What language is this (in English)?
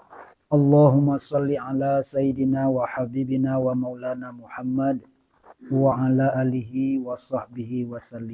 Minangkabau